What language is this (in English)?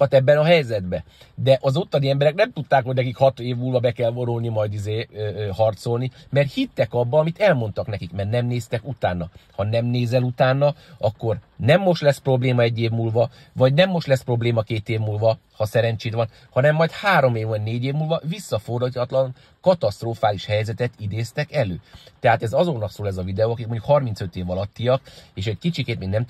Hungarian